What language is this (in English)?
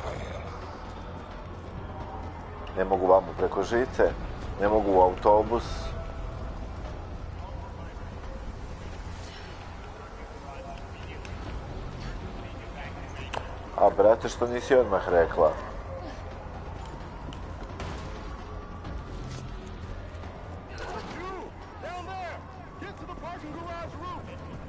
Croatian